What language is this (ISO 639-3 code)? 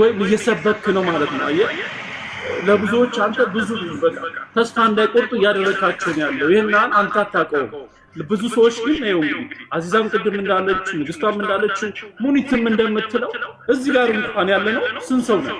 amh